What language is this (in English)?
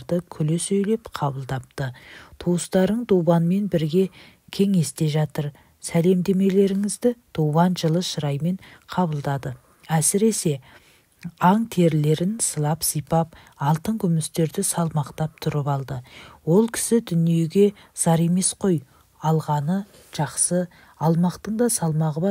Kazakh